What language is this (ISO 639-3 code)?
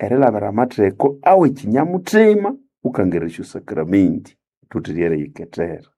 nnb